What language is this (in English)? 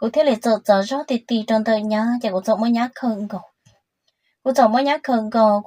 Hmong